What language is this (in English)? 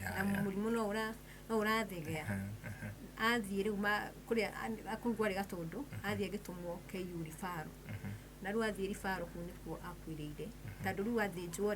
Kikuyu